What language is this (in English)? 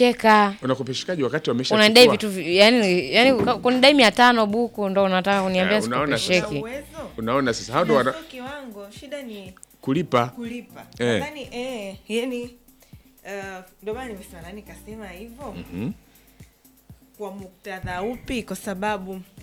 Swahili